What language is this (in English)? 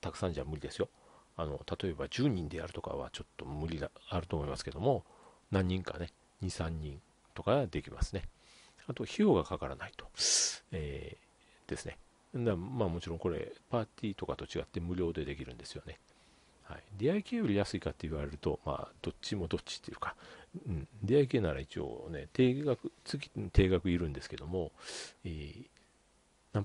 Japanese